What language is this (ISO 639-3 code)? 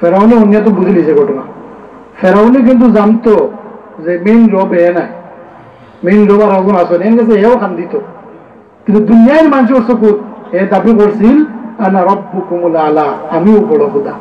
syl